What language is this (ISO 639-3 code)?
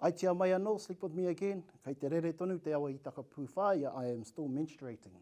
mri